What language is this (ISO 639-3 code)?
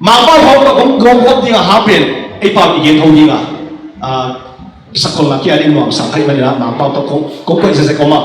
ctd